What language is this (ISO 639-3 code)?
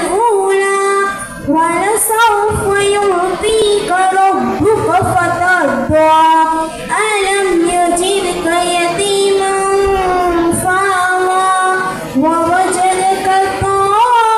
ara